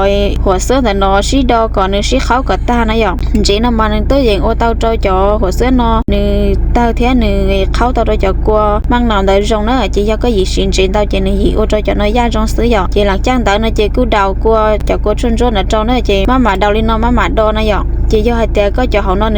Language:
Hmong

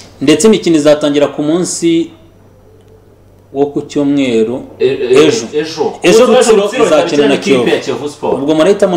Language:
Kinyarwanda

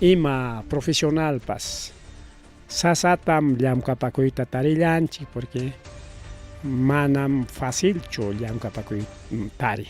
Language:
Ayacucho Quechua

